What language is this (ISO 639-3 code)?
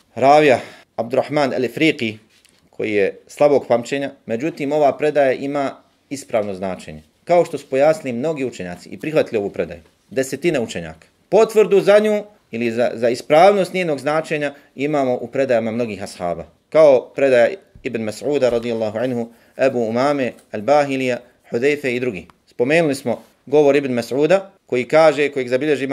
bos